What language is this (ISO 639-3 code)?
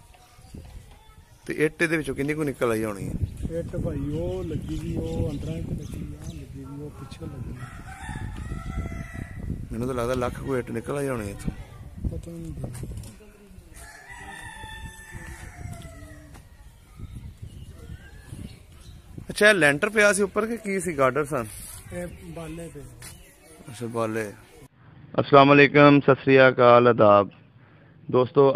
pan